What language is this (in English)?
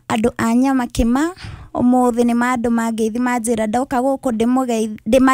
Kikuyu